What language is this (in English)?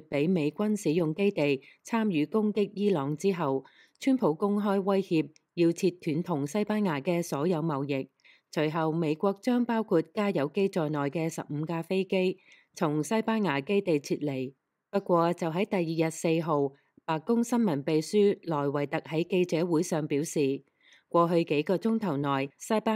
Cantonese